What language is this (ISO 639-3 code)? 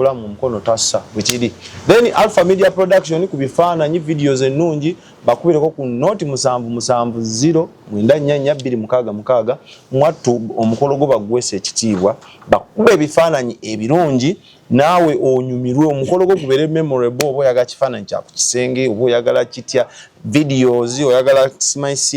lug